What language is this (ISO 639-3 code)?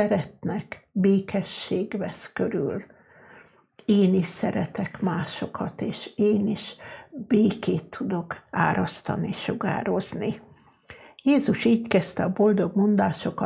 hun